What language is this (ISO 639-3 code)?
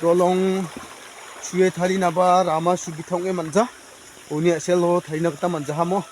grt